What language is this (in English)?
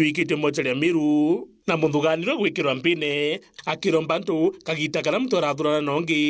Meru